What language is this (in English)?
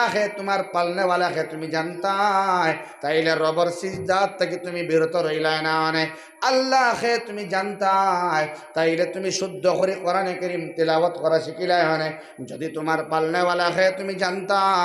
Sylheti